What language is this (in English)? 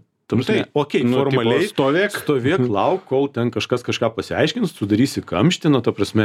Lithuanian